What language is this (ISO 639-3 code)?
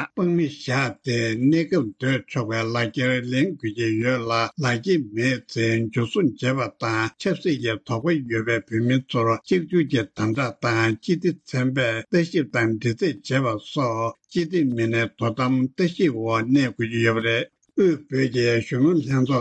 bod